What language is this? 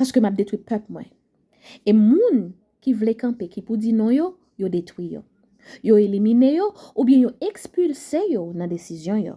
Haitian Creole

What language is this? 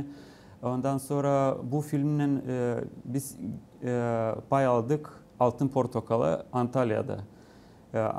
Gagauz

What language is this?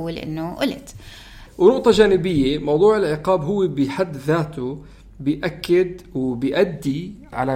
North Levantine Arabic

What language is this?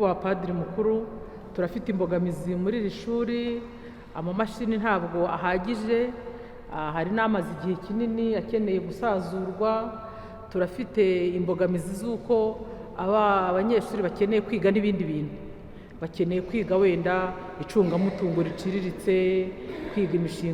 Kinyarwanda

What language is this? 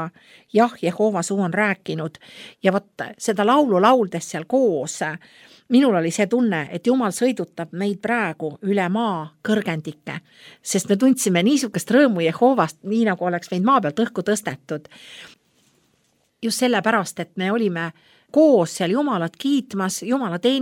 Estonian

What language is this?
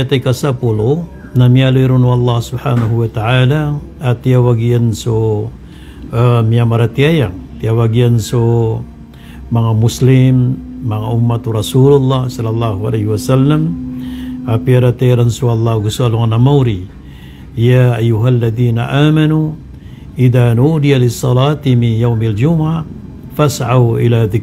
Maranao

